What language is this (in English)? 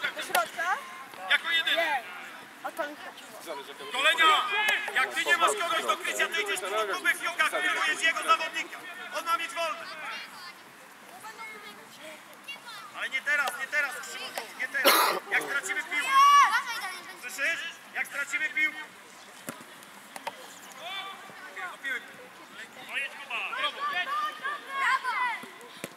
Polish